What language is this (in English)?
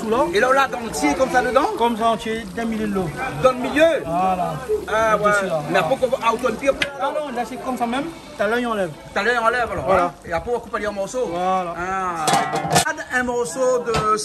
Réunion Creole French